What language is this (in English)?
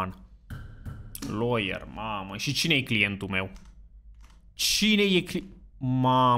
Romanian